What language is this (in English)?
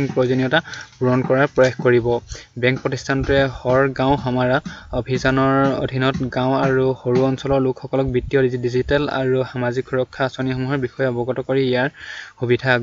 Assamese